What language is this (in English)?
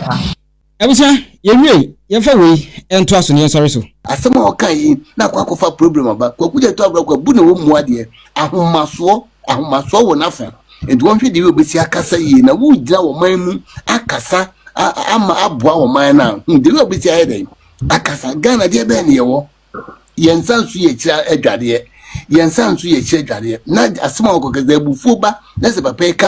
Akan